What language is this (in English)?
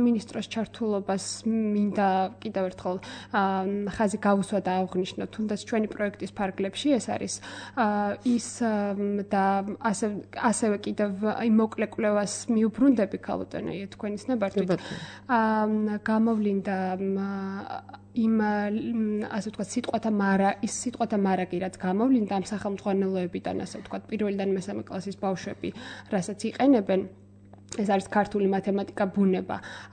Georgian